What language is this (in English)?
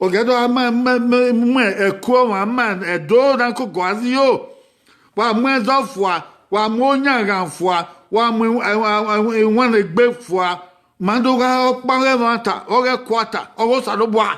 Bini